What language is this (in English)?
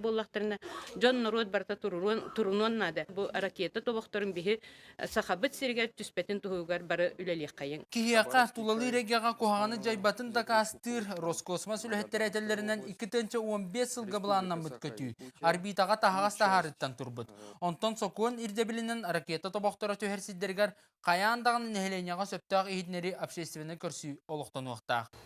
Yakut